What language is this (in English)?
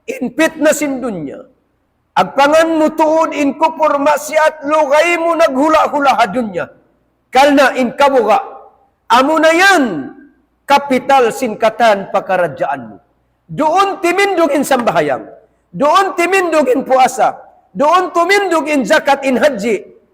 Tausug